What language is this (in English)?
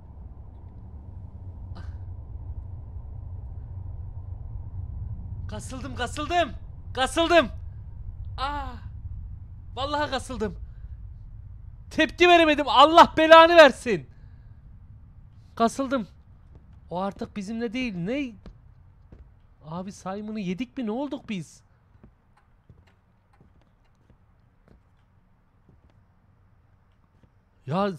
Turkish